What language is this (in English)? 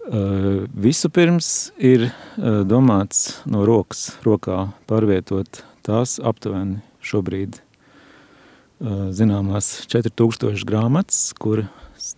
Latvian